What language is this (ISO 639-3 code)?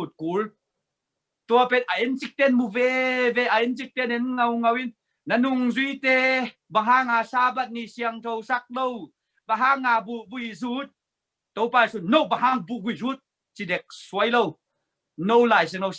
ctd